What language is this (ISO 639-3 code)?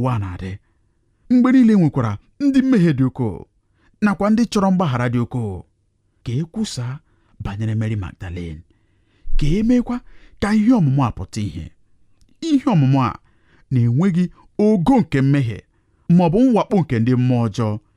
ibo